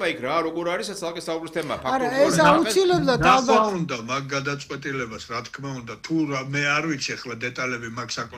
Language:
Georgian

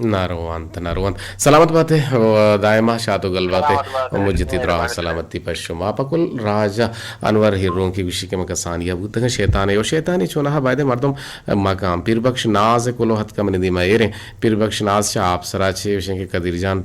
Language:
Eastern Balochi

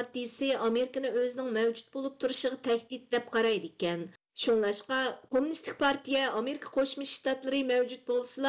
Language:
Uyghur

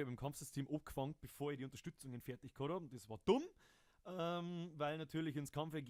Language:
Bavarian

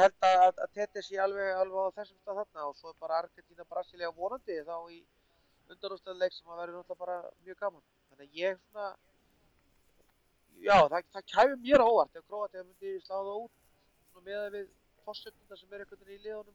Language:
Icelandic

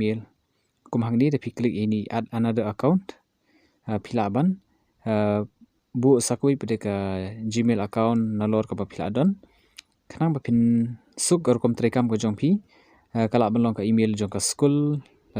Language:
Khasi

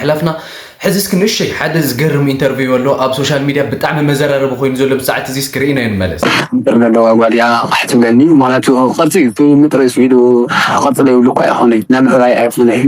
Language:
Tigrinya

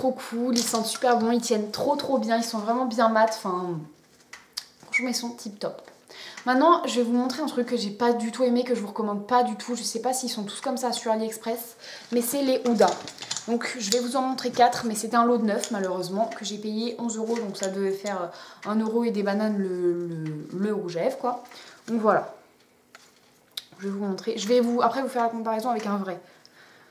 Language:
French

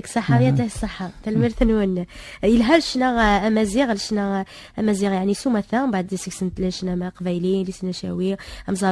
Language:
Kabyle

